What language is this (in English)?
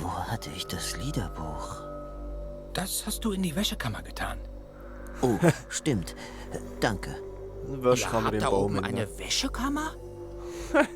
Swiss German